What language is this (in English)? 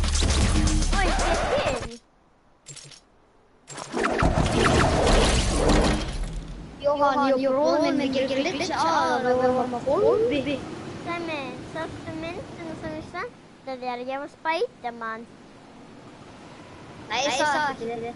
Icelandic